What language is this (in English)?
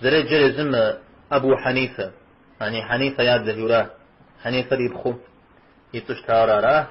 Kabardian